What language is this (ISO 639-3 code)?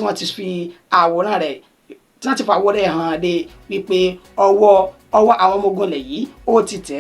yor